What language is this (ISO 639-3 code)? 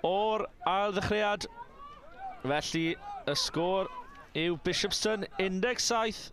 cym